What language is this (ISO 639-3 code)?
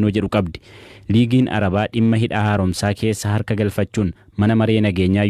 orm